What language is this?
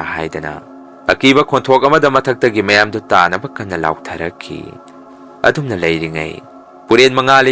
Manipuri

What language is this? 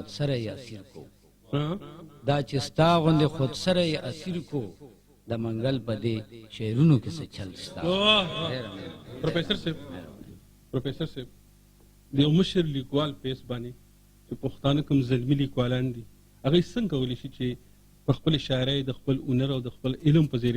Pashto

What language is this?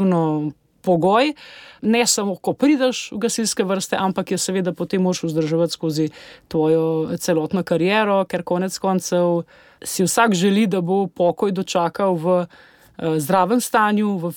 Slovenian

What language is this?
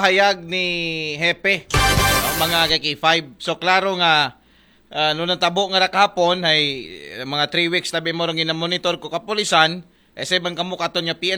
Aklanon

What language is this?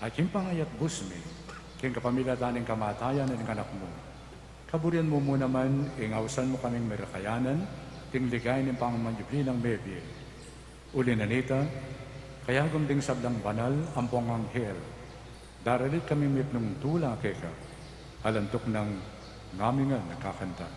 Pampanga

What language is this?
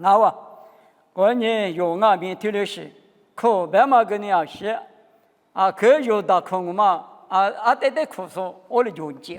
Lisu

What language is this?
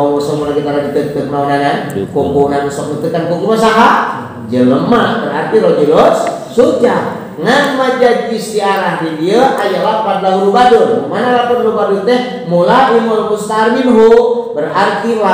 Sundanese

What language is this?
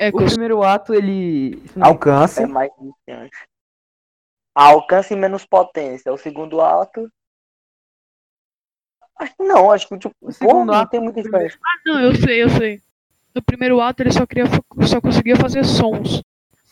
Portuguese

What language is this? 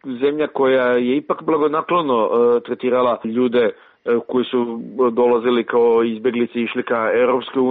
Croatian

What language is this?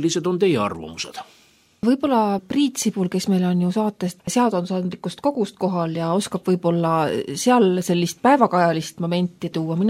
Estonian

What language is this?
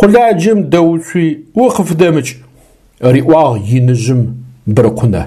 Adyghe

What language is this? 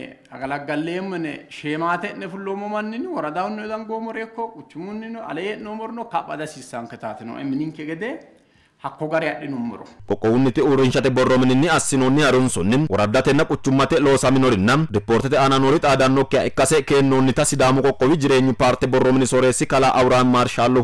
Sidamo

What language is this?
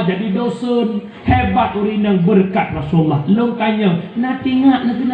Achinese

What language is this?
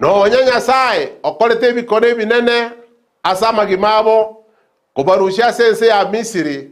Gusii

